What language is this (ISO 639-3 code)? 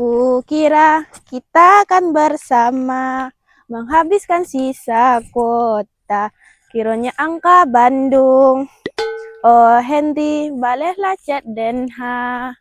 min